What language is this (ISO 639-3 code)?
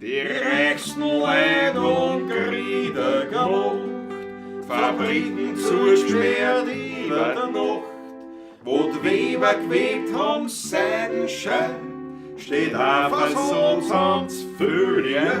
bar